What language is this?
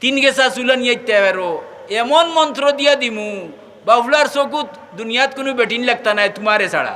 Sylheti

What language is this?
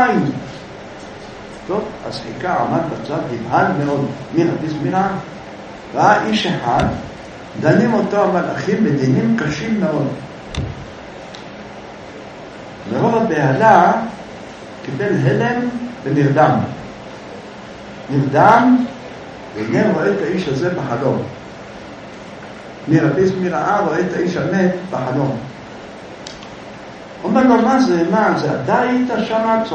Hebrew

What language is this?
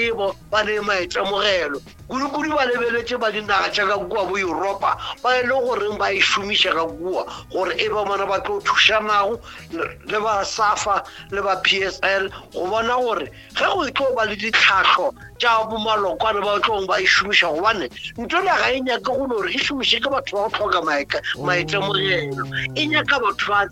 Northern Sotho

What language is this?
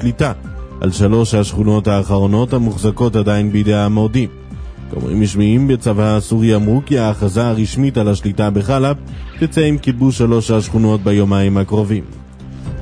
Hebrew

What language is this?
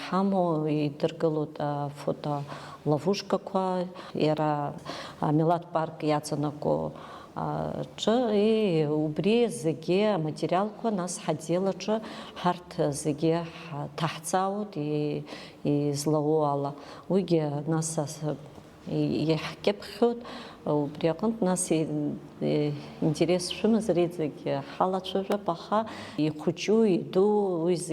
Abkhazian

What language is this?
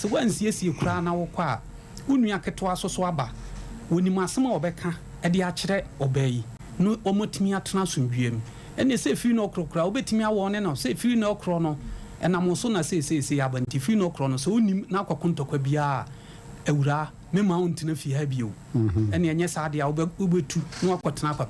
Akan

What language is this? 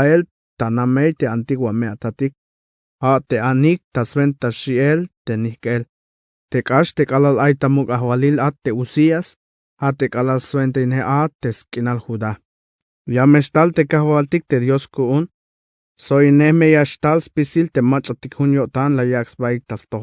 Tzeltal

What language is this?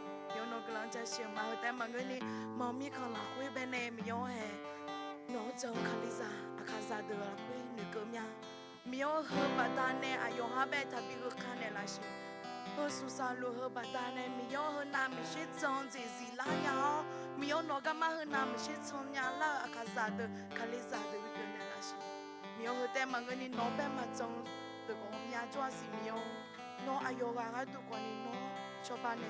Akha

